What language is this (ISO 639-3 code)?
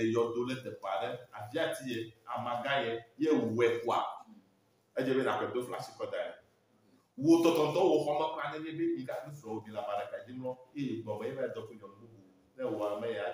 ewe